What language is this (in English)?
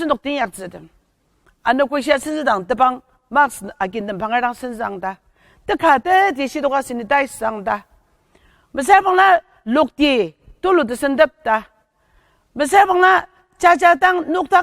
Ao Naga